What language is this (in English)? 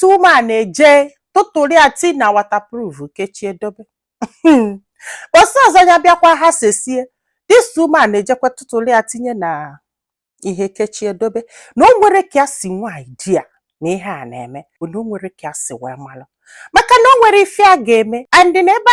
Igbo